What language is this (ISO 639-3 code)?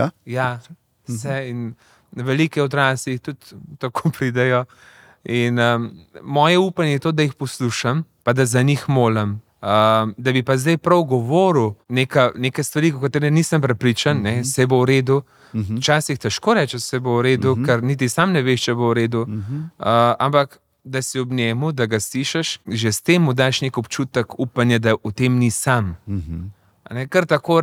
slv